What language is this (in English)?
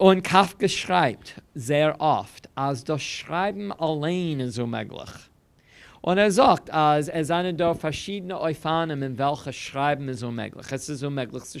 Yiddish